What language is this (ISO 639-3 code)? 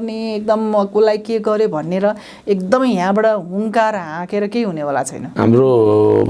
nep